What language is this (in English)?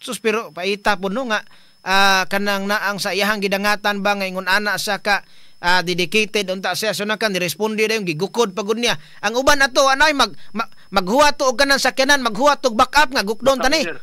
Cebuano